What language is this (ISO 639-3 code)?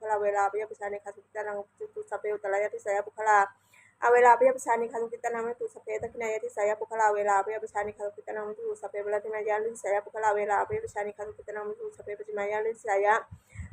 pli